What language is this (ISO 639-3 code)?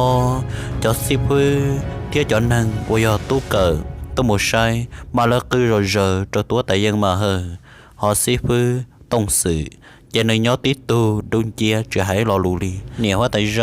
hmn